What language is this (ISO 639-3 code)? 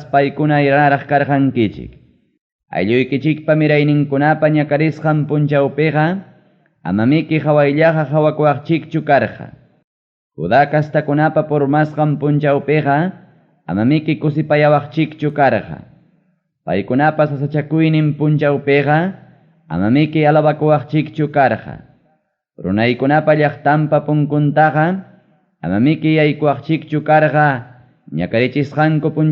quy